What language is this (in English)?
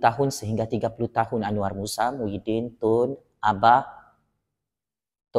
Malay